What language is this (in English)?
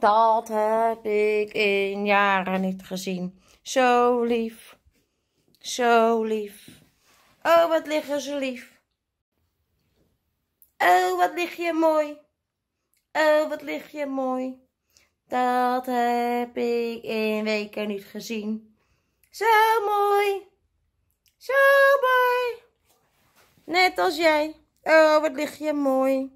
Dutch